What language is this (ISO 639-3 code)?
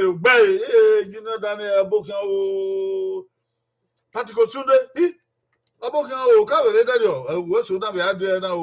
bin